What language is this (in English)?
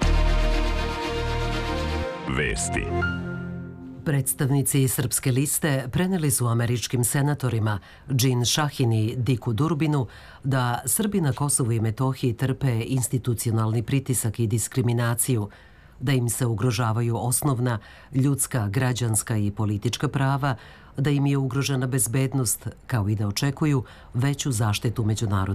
Serbian